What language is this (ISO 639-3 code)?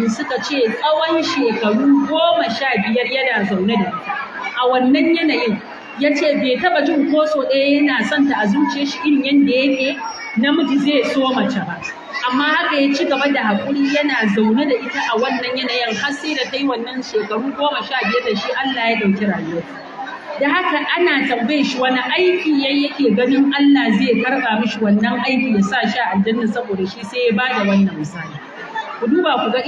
hau